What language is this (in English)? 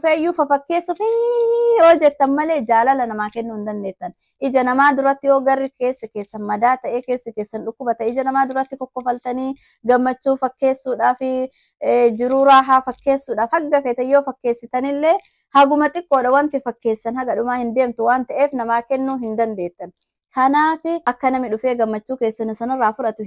Oromo